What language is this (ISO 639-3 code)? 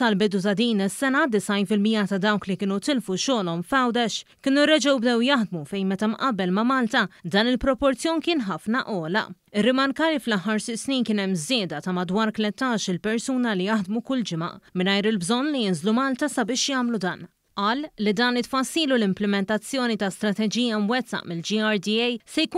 mlt